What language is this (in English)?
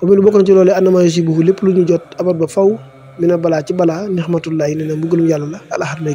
Wolof